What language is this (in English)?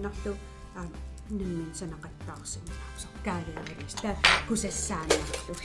Kalaallisut